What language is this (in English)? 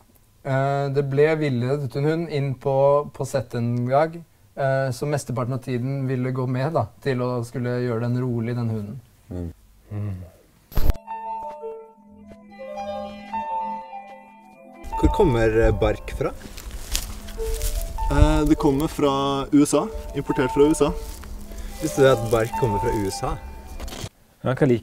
Norwegian